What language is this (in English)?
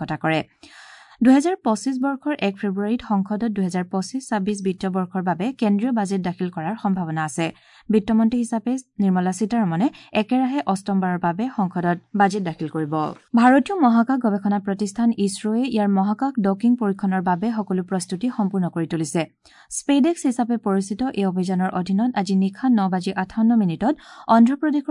Assamese